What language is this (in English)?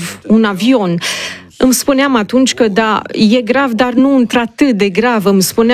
Romanian